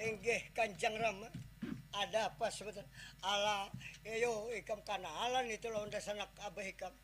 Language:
Banjar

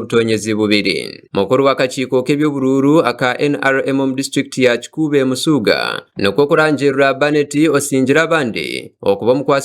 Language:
Nyankole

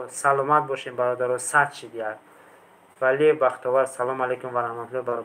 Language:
Tajik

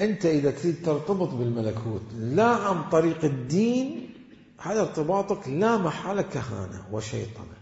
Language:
Mesopotamian Arabic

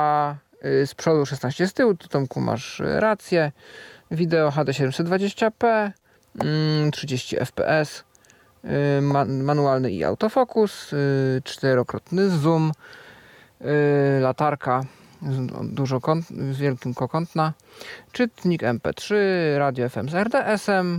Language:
Polish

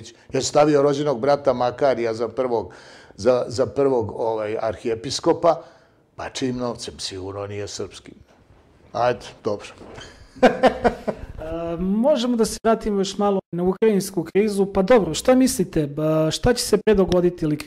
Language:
Serbian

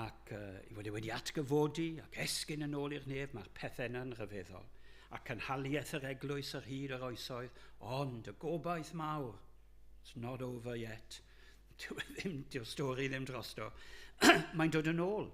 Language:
Welsh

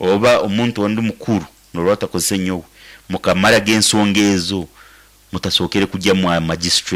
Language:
Nyankole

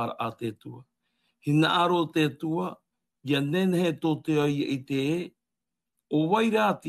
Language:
Tahitian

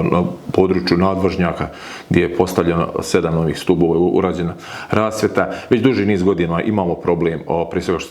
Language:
Bosnian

